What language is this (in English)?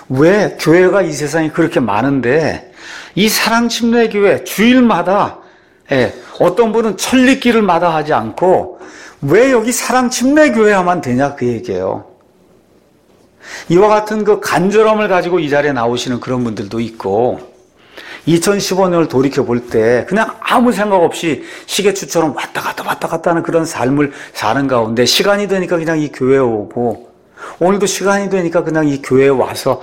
Korean